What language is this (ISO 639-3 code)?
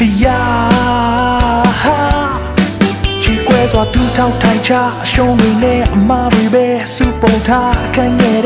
mya